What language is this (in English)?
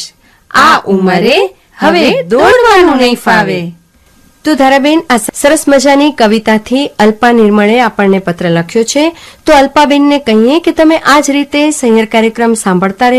Gujarati